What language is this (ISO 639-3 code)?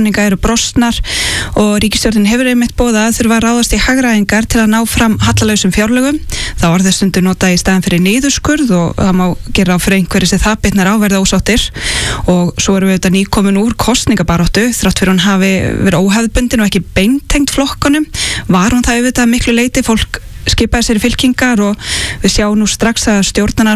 isl